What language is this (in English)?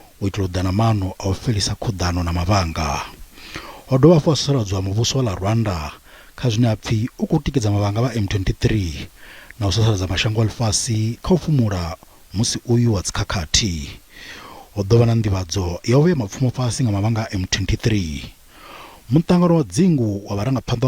Venda